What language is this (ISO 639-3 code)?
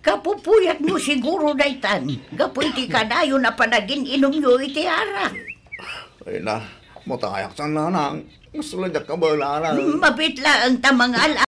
ilo